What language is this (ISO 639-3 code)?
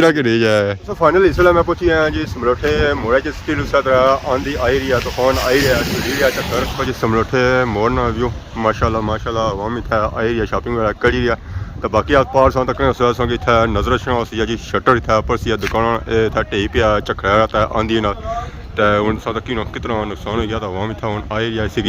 phr